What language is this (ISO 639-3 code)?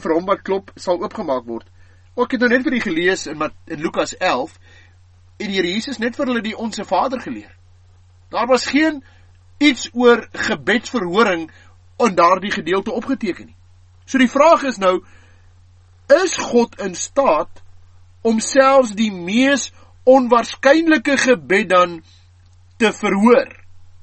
afr